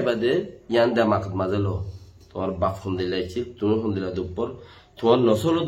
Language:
Rohingya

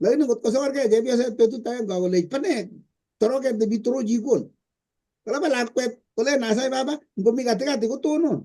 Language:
Kalenjin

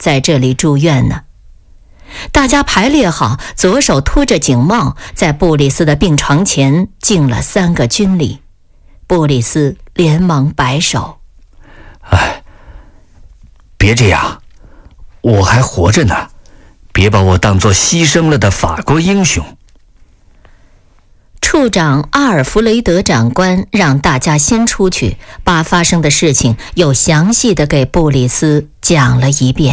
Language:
Chinese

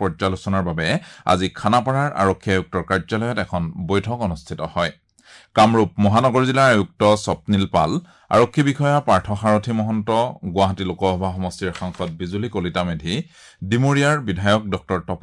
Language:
Assamese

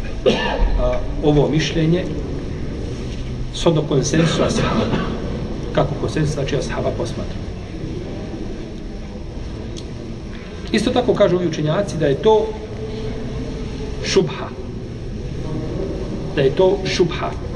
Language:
Bosnian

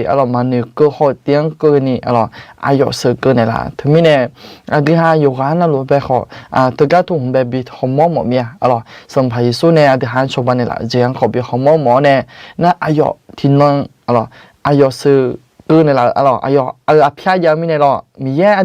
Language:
Akha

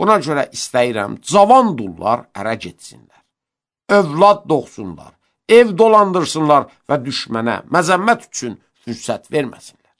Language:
Azerbaijani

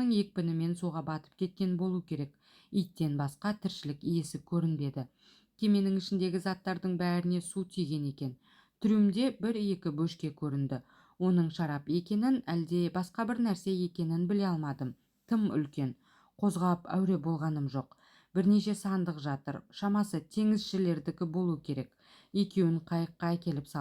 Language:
Kazakh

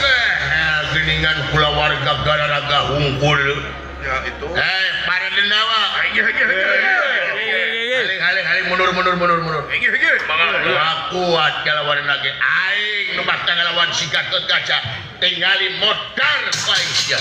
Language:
Sundanese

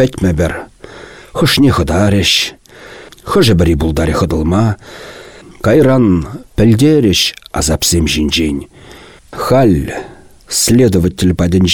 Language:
Chuvash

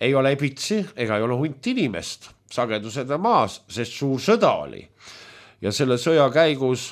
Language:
Estonian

